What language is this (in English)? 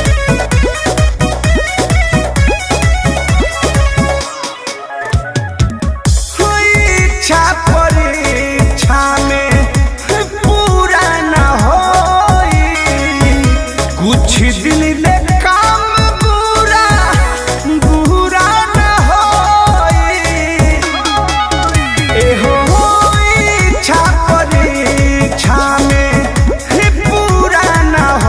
Bhojpuri